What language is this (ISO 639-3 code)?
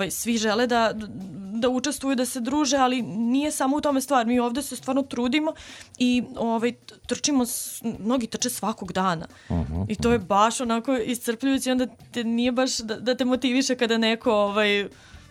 srp